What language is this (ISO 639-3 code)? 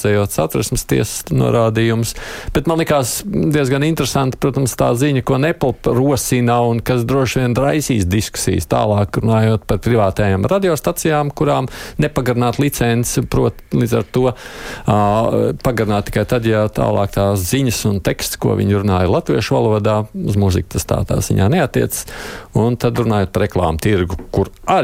lav